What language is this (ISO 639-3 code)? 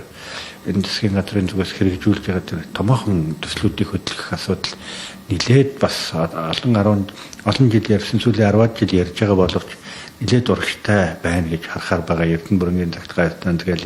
mon